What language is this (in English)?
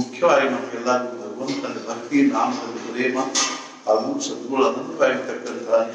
Kannada